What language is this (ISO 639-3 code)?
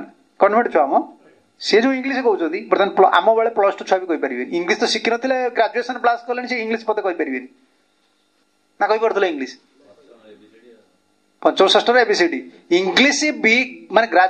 ori